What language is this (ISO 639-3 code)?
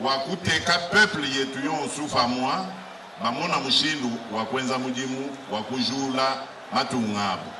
lua